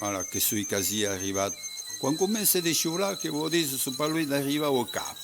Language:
Occitan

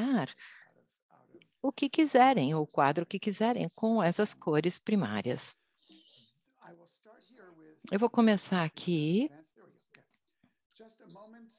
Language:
Portuguese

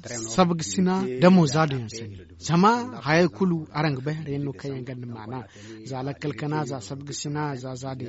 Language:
Zarma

